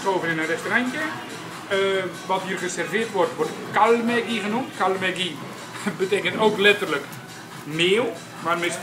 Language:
Dutch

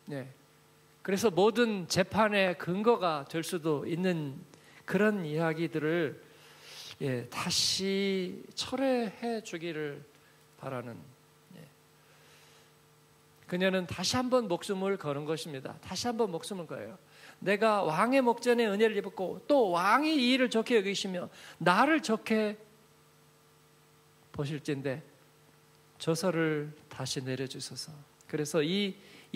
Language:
Korean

